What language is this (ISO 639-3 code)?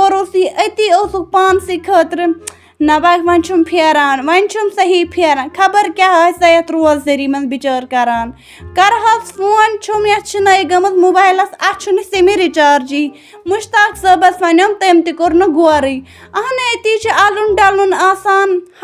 kas